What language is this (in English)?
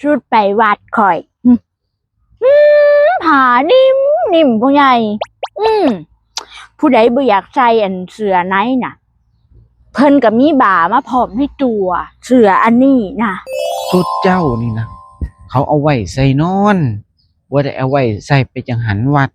Northeastern Thai